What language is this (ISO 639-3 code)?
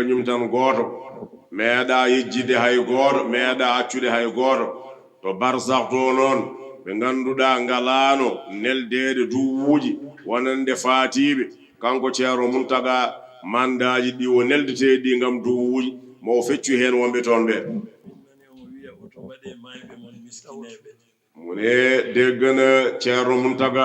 ful